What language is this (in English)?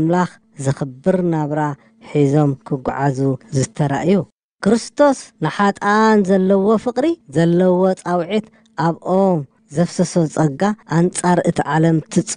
Tigrinya